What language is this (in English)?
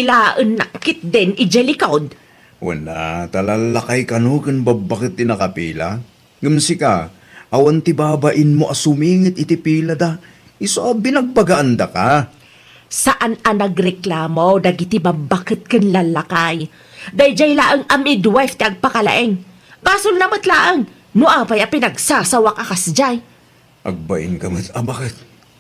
Iloko